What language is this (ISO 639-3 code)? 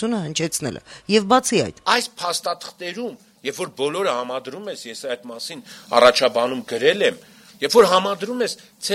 hye